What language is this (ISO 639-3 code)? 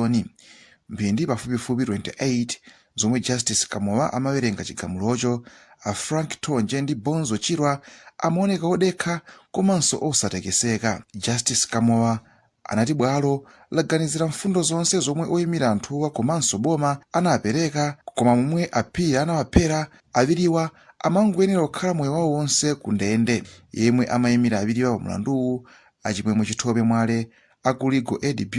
nya